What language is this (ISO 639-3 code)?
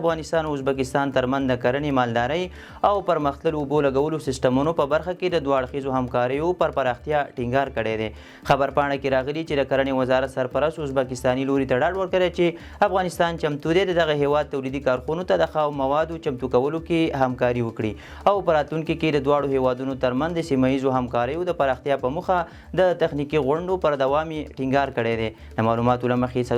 pus